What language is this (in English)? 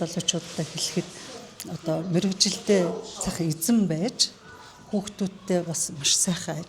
Mongolian